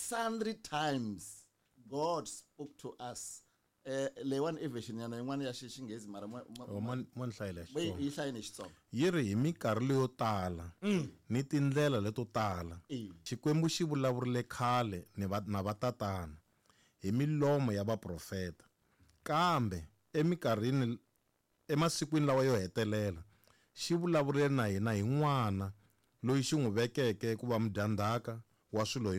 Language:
Tsonga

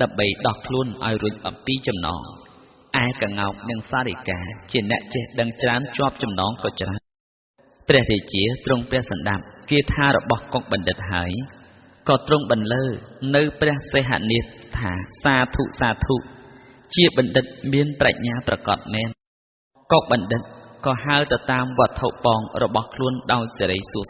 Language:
Khmer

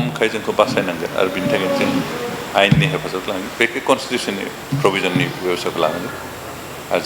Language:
Bodo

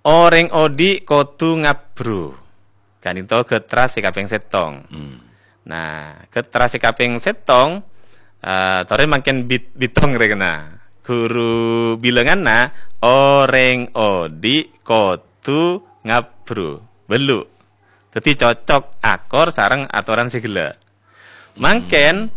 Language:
Madurese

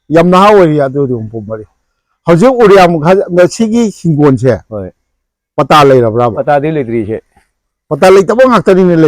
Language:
Manipuri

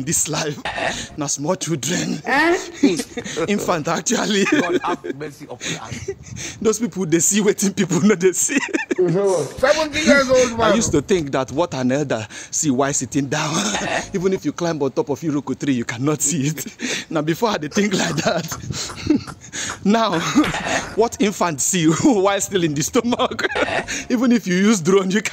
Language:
Nigerian Pidgin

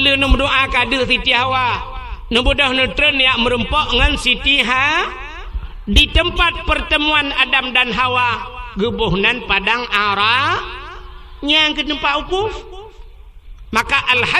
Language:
Achinese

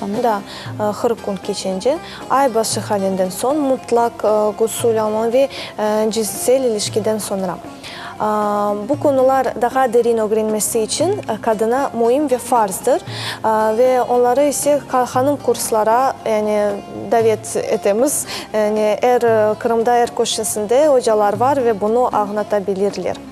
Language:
Crimean Tatar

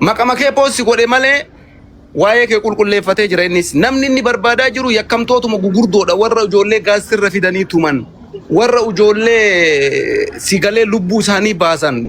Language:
Oromo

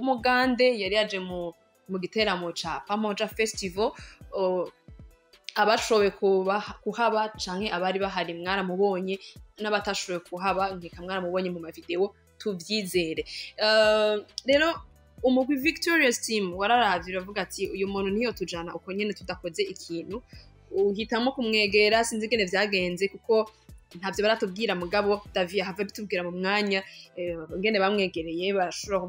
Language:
Rundi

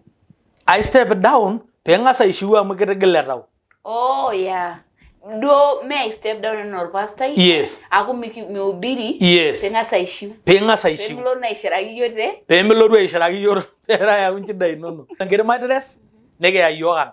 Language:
Masai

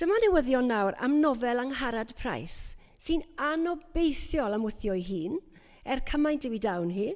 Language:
Welsh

